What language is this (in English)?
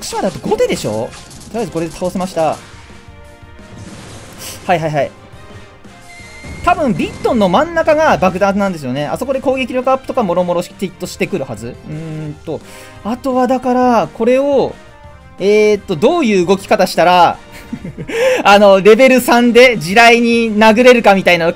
Japanese